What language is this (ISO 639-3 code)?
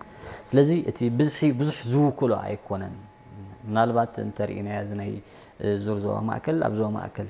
tir